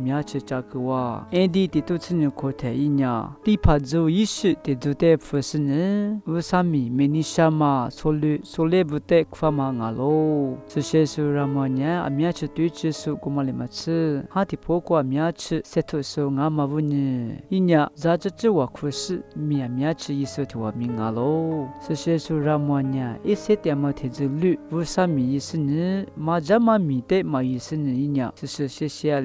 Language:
Lisu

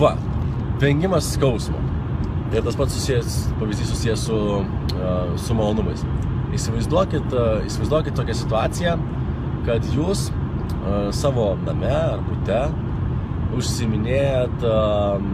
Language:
Lithuanian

